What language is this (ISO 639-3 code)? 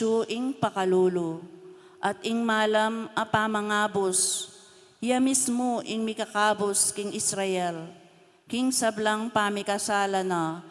pam